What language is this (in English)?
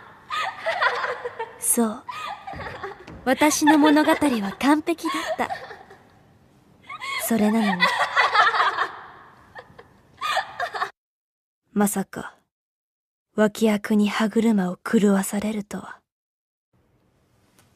Japanese